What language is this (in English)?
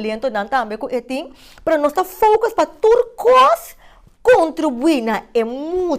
Papiamento